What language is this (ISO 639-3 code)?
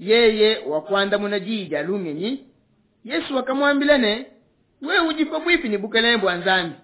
lua